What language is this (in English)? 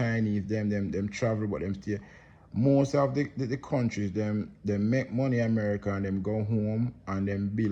Jamaican Creole English